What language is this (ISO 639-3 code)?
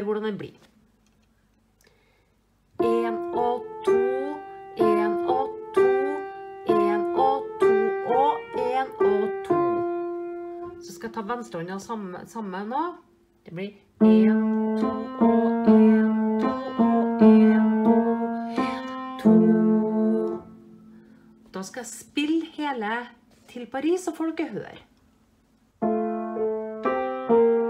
nor